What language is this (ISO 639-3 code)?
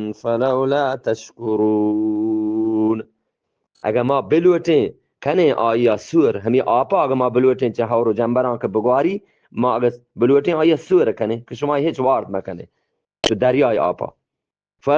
bgp